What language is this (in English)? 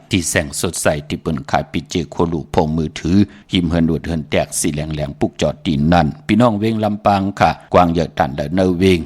Shan